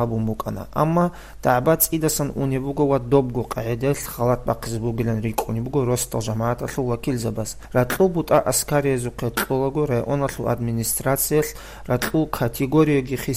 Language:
Avaric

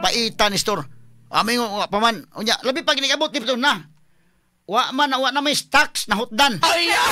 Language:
Cebuano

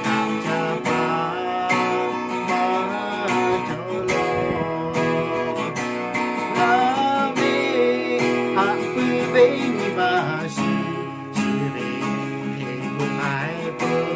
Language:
Lahu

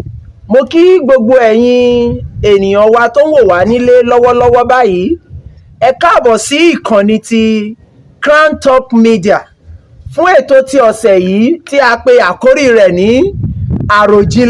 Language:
Yoruba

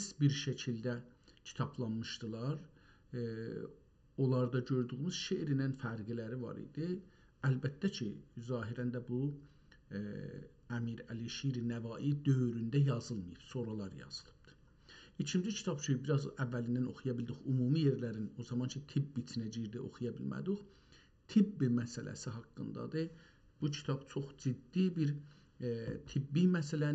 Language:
South Azerbaijani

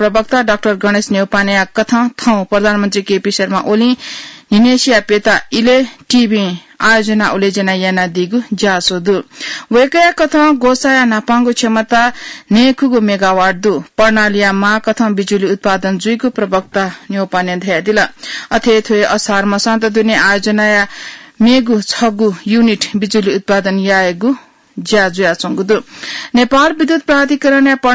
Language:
Newari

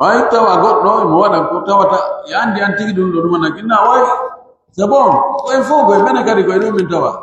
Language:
Pular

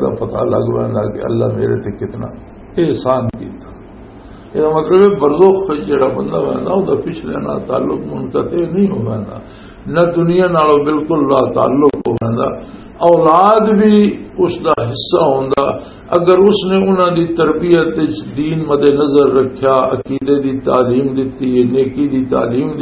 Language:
Western Panjabi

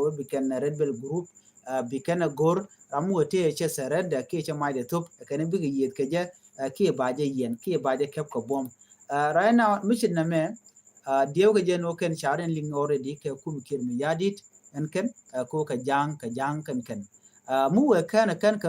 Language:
Nuer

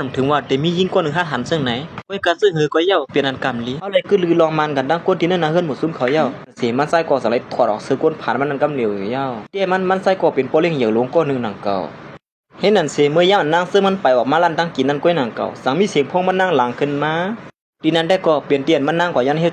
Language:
Shan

